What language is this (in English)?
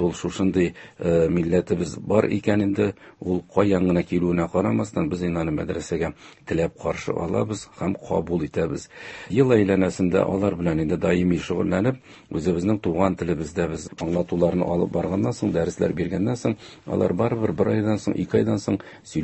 Tatar